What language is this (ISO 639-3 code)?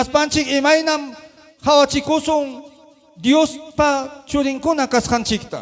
quy